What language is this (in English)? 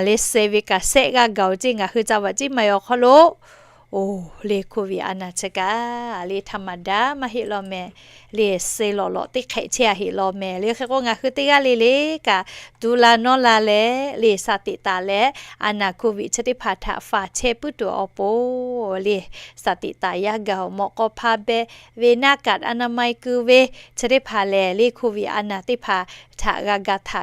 Lahu